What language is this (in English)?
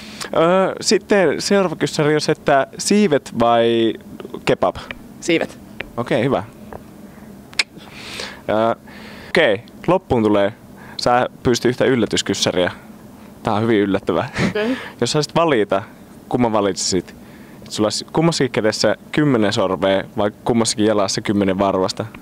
Finnish